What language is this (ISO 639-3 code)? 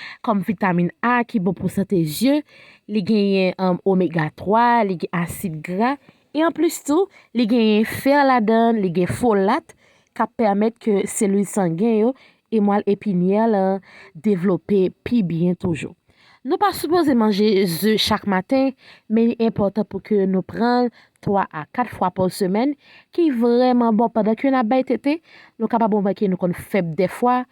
hat